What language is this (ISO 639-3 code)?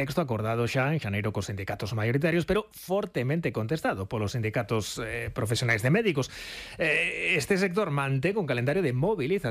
glg